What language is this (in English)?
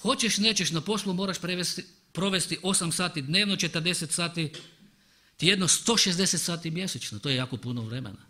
Croatian